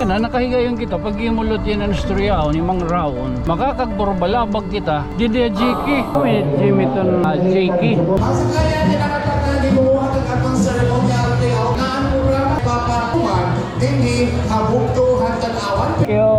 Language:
Waray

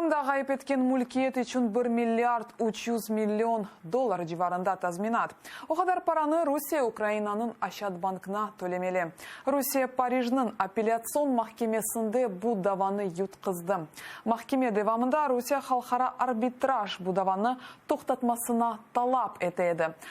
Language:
Crimean Tatar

